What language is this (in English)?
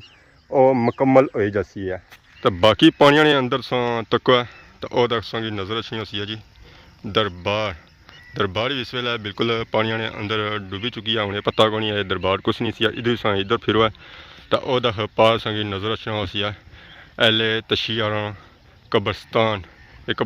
Pahari-Potwari